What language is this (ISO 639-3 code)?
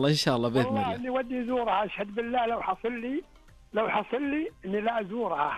ars